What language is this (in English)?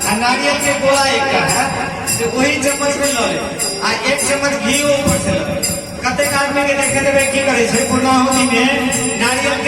Maithili